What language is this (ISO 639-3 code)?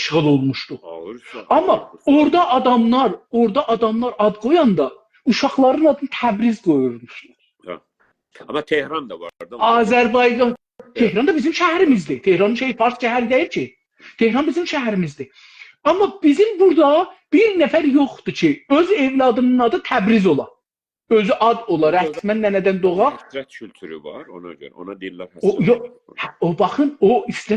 azb